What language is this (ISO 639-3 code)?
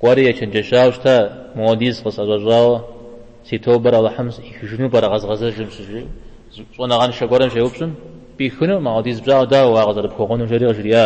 kbd